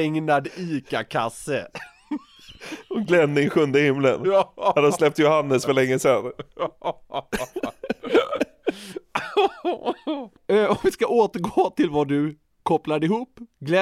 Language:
Swedish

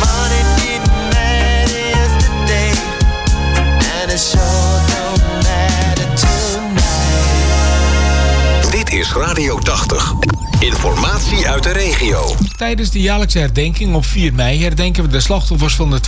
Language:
Dutch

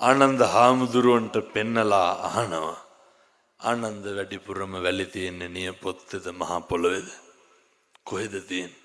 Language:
Sinhala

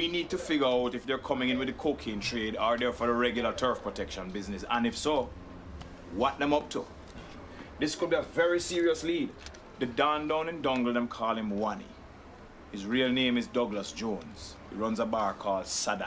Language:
Jamaican Creole English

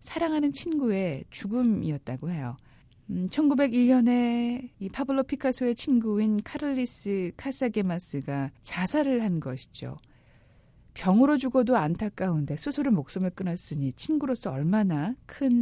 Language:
Korean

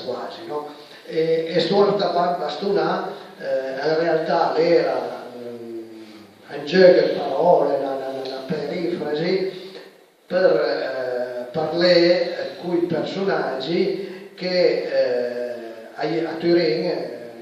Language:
Piedmontese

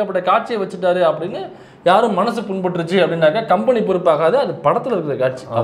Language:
Tamil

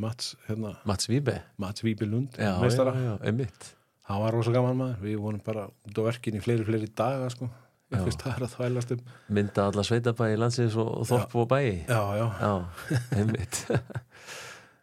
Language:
Icelandic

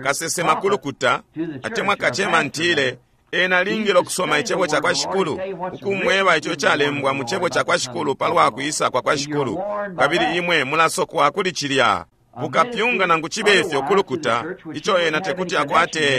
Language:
Bemba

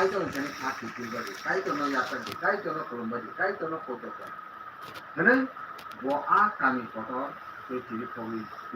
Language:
Kok Borok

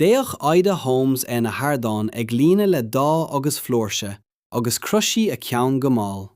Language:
Irish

